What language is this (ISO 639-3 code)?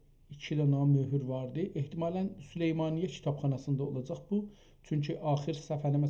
azb